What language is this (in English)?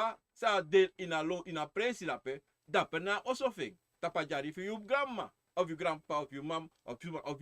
Sranan Tongo